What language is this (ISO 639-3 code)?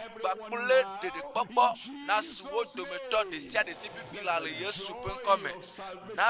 ewe